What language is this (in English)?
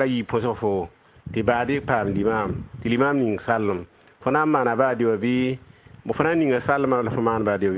Mossi